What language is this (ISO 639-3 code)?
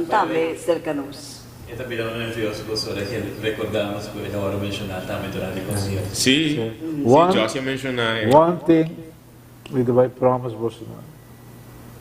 pap